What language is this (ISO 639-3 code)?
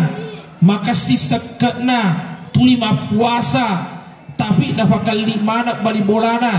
bug